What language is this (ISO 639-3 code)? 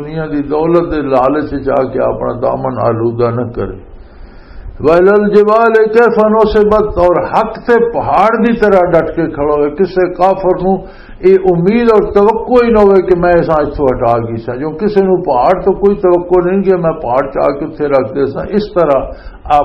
lah